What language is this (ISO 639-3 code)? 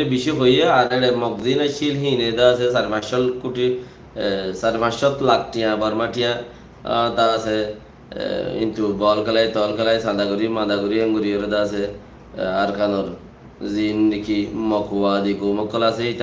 rhg